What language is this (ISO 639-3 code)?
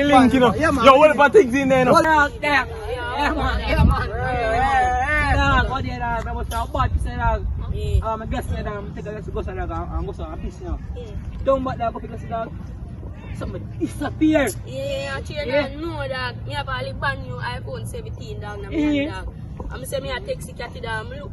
jam